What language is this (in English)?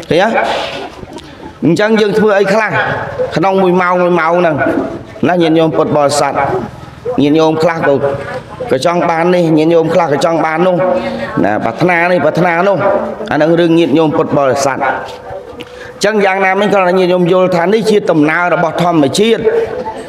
Khmer